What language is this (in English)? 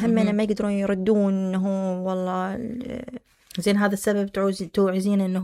Mesopotamian Arabic